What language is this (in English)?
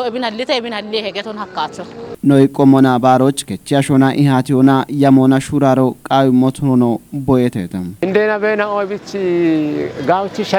Kafa